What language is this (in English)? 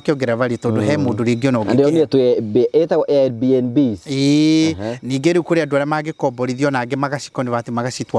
Kikuyu